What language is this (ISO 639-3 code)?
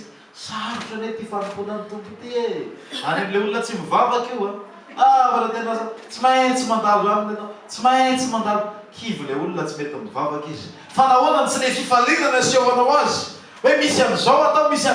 mlg